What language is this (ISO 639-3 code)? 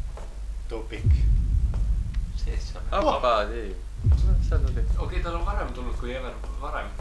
est